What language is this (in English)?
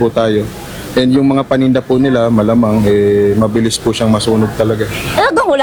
Filipino